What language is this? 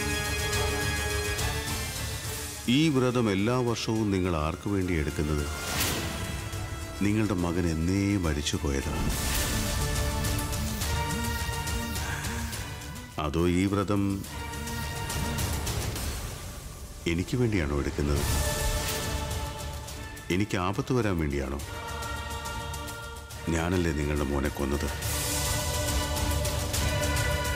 Malayalam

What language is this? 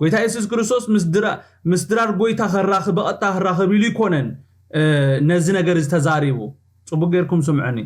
Tigrinya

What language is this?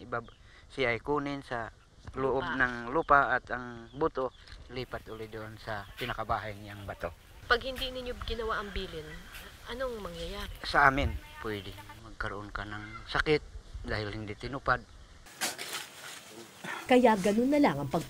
Filipino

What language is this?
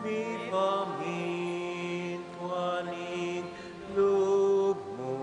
Pampanga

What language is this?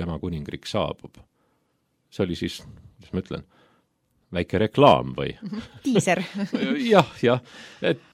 Estonian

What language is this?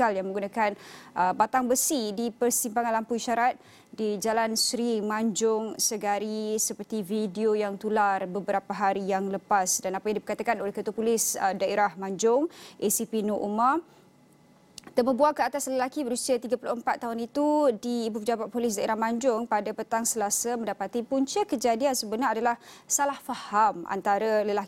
Malay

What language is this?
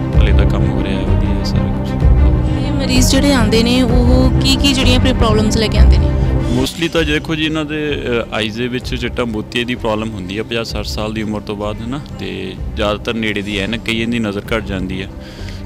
Punjabi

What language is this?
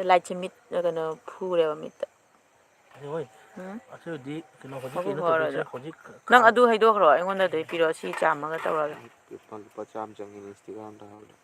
Manipuri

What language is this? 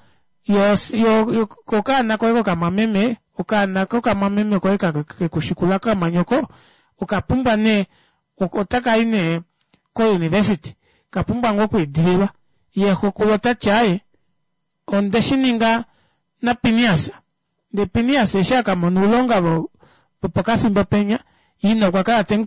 Kuanyama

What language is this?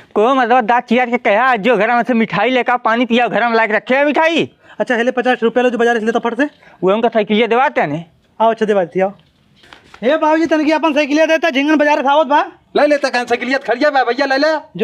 Bhojpuri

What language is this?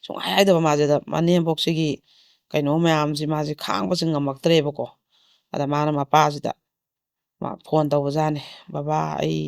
Manipuri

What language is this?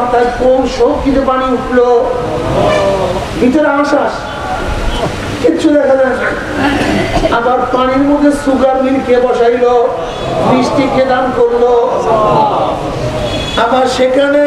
Bangla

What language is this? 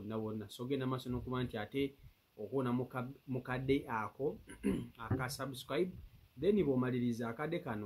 Ganda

